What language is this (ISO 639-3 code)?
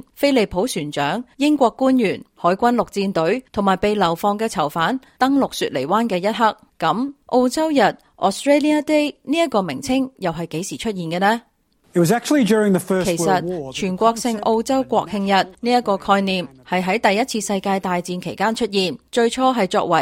yue